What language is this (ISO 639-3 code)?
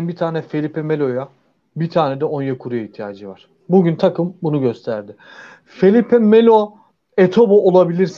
tur